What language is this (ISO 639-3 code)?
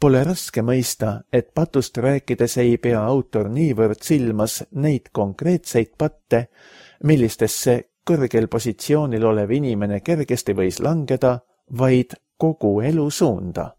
est